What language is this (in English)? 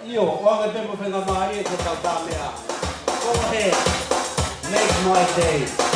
Tongan